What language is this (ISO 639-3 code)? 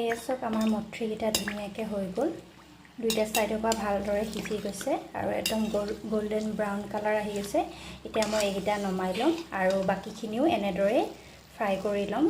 asm